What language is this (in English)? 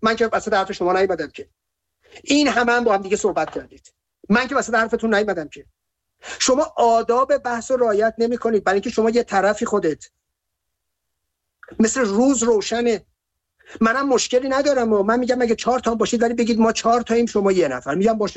Persian